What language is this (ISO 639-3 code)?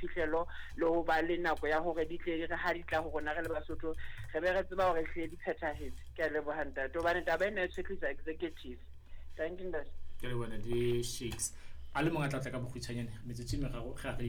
sot